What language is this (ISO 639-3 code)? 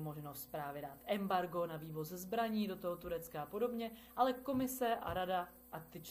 ces